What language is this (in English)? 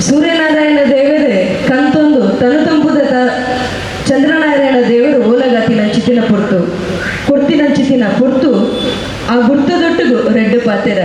Tulu